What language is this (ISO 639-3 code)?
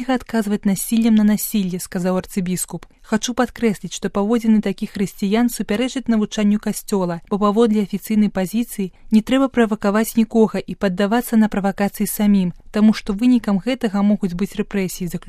bel